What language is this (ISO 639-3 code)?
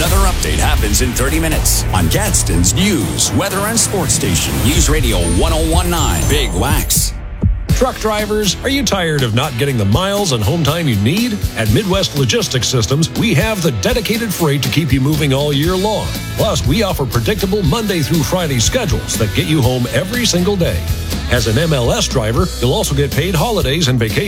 eng